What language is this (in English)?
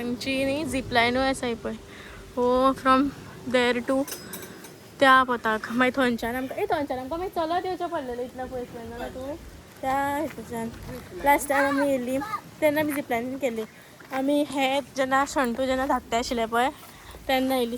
Konkani